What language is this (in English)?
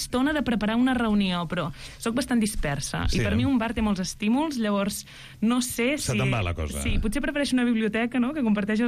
Catalan